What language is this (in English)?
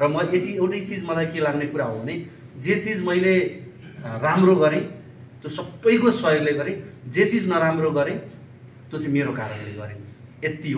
Nepali